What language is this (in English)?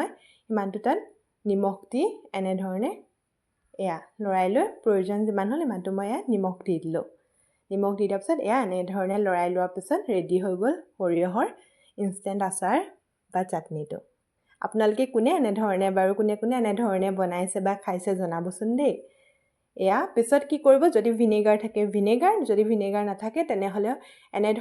Assamese